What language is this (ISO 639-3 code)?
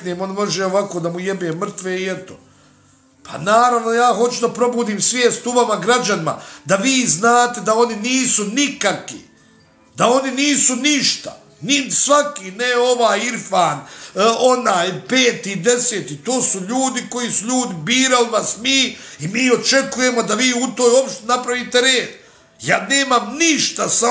bos